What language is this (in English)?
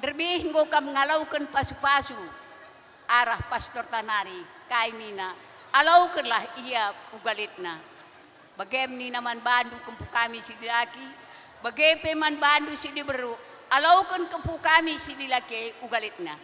Batak Karo